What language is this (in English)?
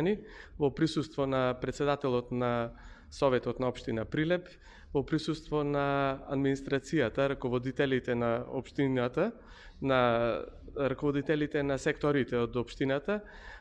Macedonian